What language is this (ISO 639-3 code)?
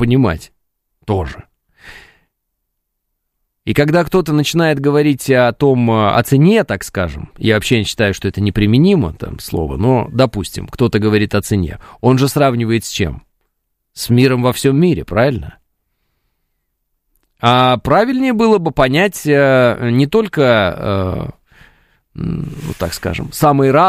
rus